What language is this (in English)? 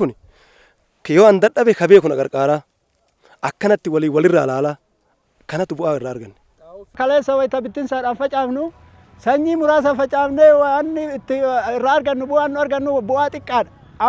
Oromo